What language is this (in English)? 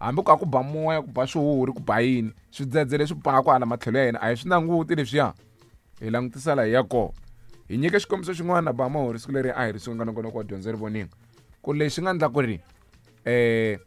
Tsonga